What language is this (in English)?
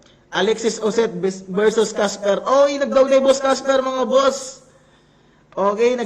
Waray